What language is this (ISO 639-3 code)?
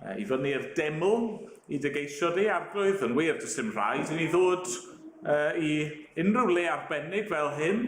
cym